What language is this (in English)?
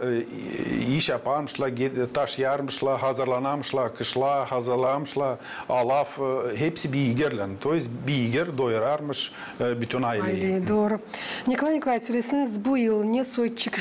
Gagauz